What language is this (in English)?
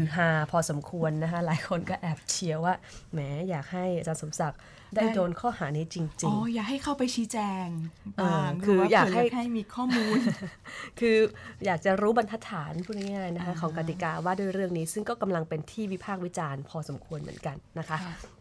Thai